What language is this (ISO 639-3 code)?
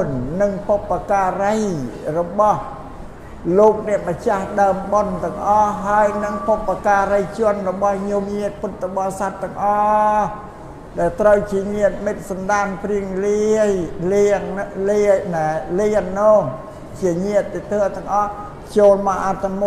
khm